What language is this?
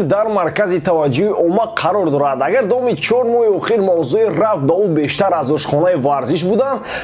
Tajik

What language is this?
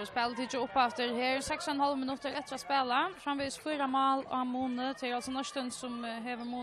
Faroese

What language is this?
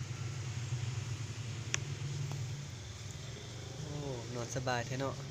Lao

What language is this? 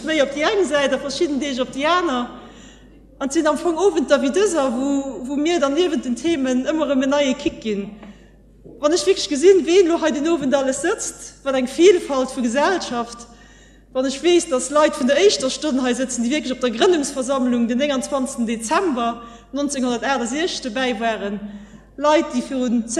Luxembourgish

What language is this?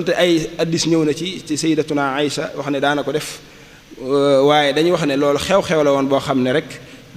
Wolof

